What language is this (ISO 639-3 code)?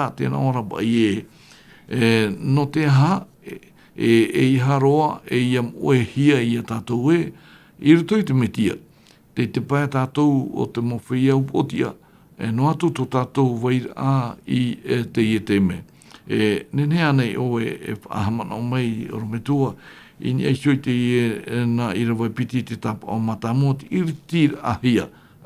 tah